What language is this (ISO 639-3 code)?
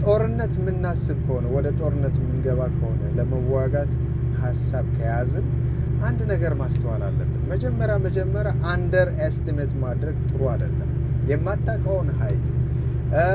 amh